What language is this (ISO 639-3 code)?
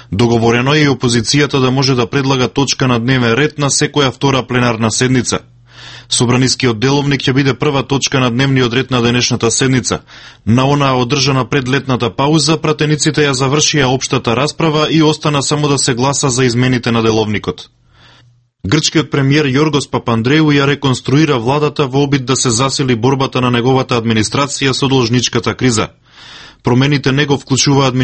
mkd